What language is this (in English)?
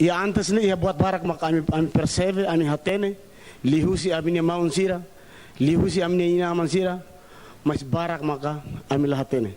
Tetum